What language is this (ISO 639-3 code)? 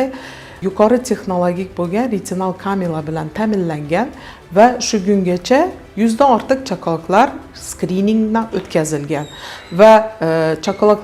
uzb